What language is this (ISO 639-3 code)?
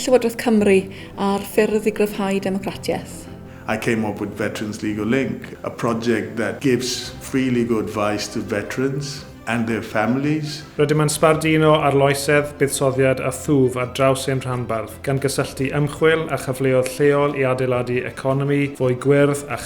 cym